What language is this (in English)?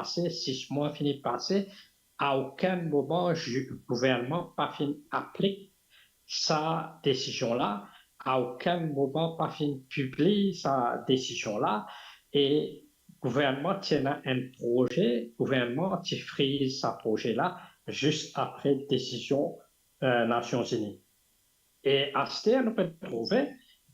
Morisyen